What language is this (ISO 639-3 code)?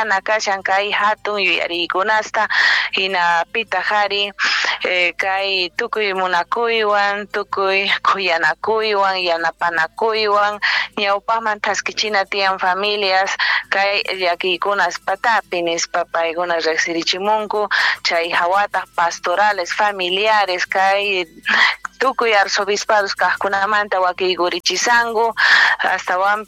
quh